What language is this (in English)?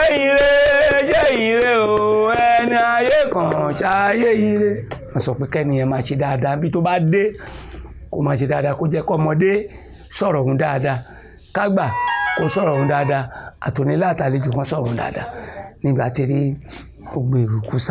Yoruba